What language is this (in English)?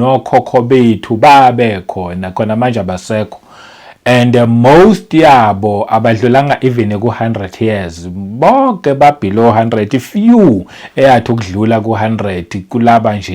Zulu